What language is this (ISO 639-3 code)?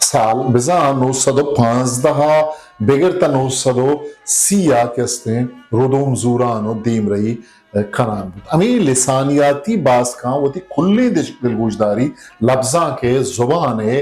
bgp